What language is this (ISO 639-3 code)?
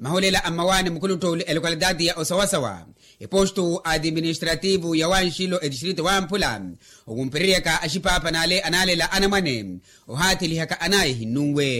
vmw